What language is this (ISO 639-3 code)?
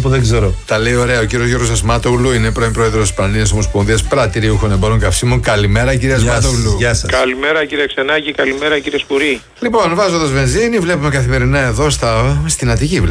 ell